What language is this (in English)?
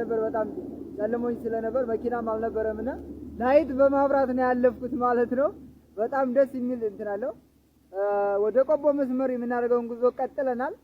Amharic